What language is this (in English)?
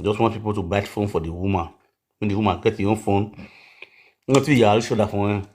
Nigerian Pidgin